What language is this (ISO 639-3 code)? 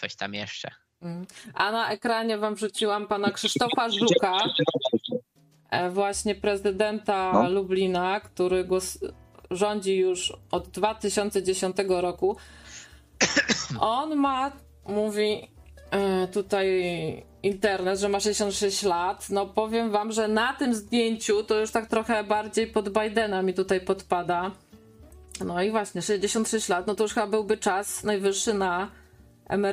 pol